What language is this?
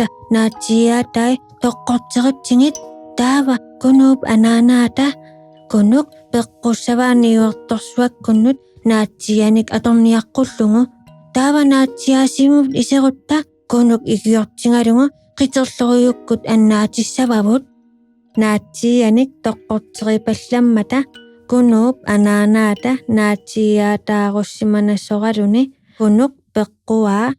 Kalaallisut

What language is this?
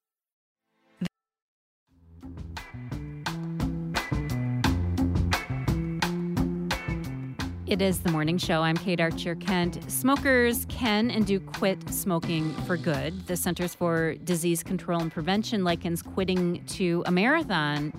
English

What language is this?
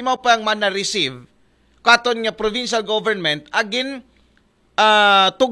Aklanon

